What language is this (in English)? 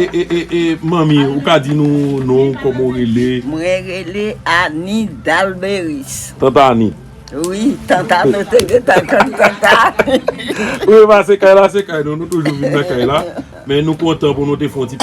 Haitian Creole